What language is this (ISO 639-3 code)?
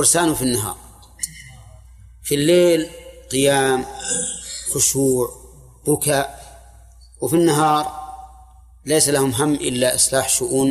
ara